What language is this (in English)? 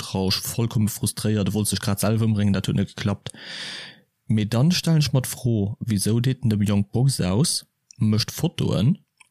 Luxembourgish